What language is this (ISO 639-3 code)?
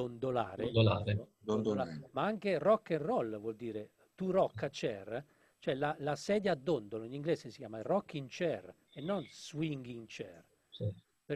ita